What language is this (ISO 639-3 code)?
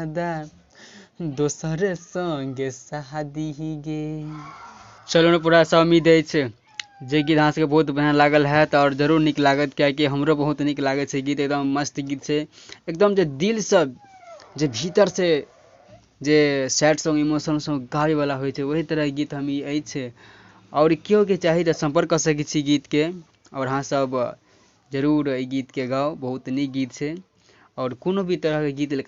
mai